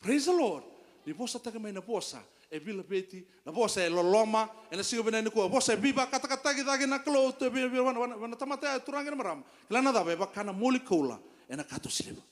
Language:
Fijian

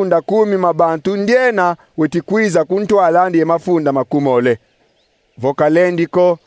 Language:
Kongo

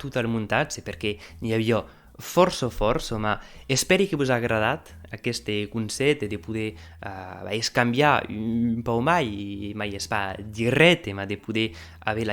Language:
Occitan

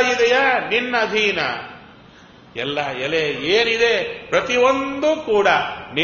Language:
Kannada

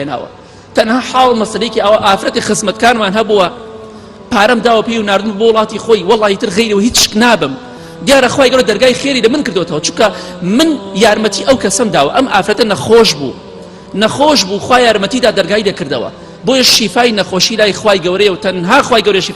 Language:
Central Kurdish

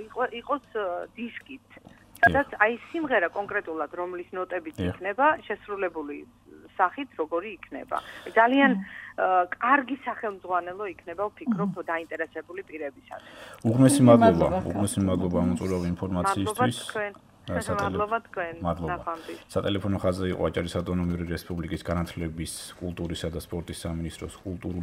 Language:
Georgian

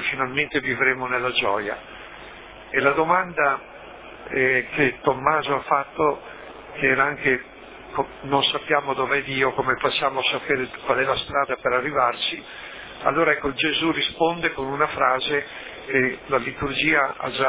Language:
Italian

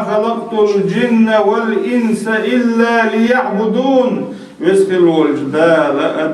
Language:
Chechen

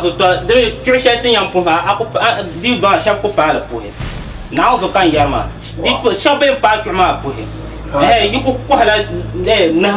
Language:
Dagbani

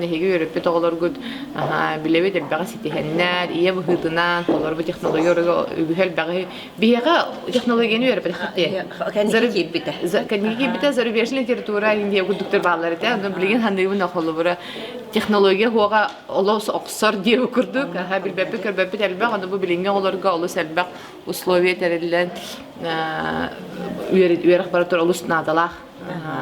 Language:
Yakut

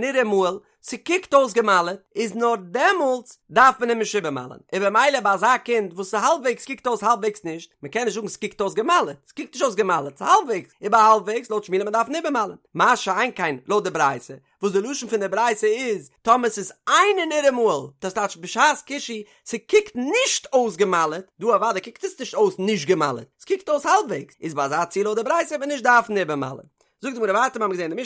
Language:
Yiddish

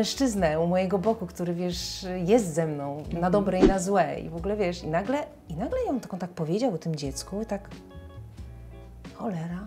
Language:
Polish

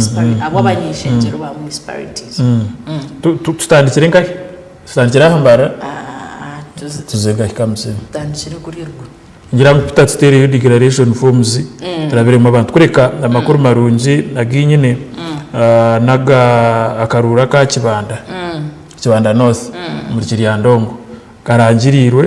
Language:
Nyankole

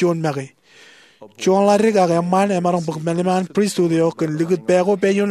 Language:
Marshallese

